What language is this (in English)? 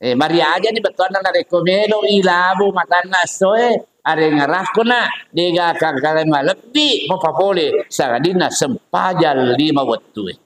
Buginese